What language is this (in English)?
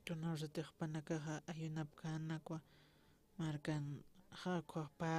Aymara